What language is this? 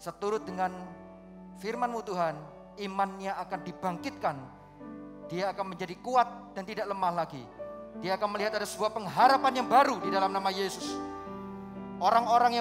Indonesian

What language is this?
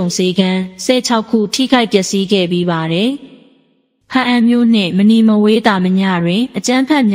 Burmese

